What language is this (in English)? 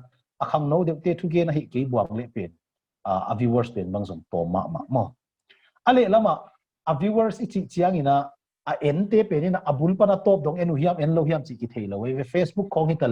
Tedim Chin